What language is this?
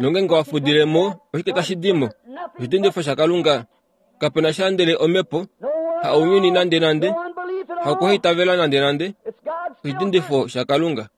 Kuanyama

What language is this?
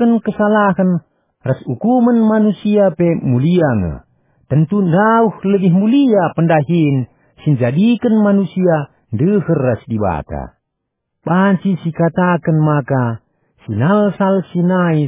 Batak Karo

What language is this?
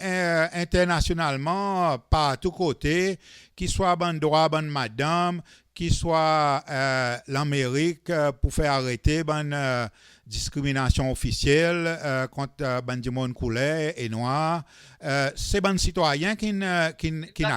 Seselwa Creole French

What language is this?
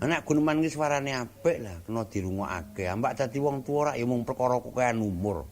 Javanese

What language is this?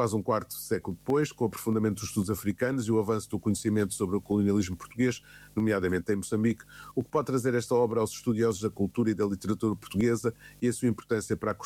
Portuguese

